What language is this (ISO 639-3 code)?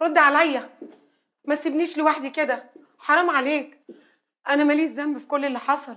arz